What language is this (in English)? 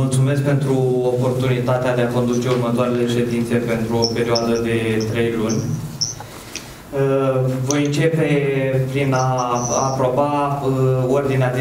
Romanian